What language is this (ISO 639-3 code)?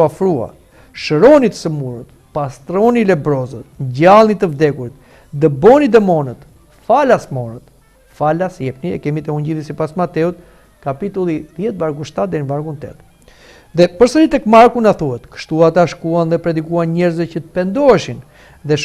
sqi